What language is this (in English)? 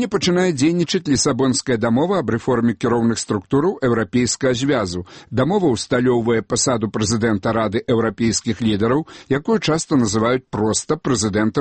Belarusian